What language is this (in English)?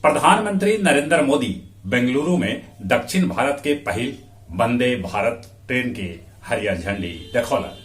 Magahi